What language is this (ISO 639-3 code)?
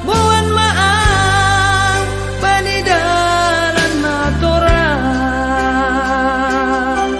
bts